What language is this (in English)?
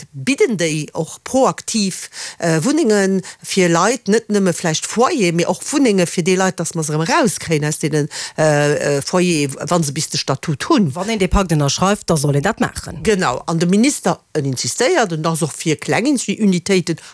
Luxembourgish